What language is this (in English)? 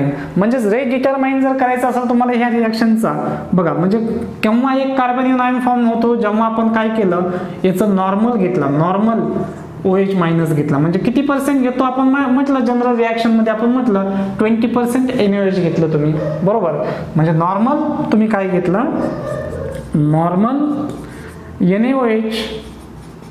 Marathi